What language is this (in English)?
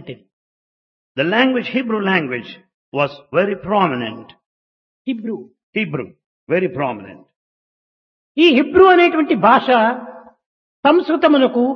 Telugu